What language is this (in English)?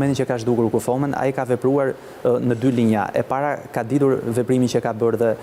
Albanian